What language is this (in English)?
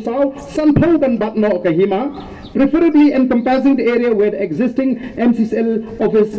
Khasi